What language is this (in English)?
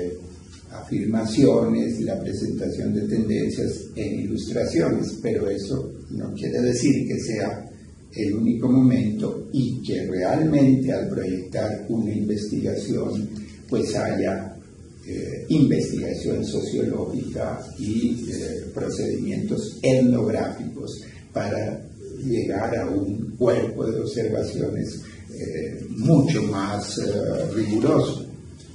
Spanish